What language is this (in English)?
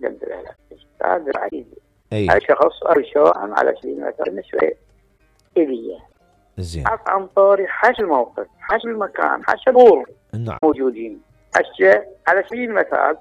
Mesopotamian Arabic